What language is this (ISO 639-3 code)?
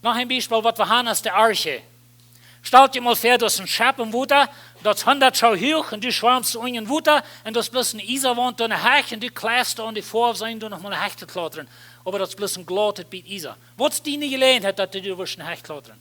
pdt